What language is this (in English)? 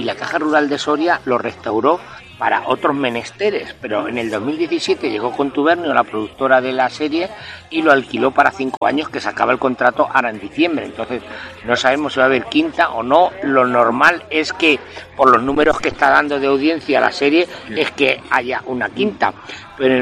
Spanish